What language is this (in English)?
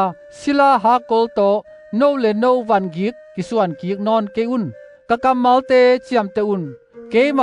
Tedim Chin